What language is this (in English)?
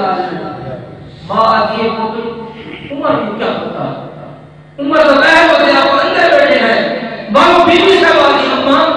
Saraiki